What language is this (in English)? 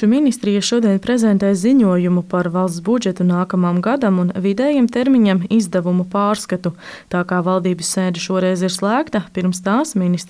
Latvian